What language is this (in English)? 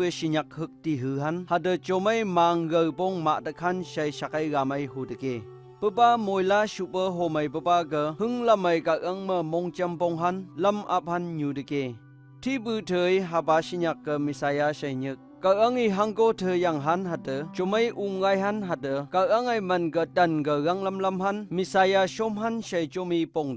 Phom Naga